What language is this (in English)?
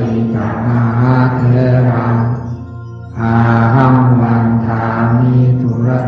Pali